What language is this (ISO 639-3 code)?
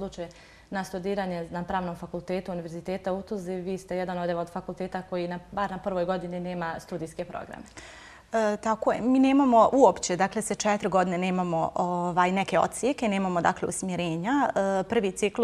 bos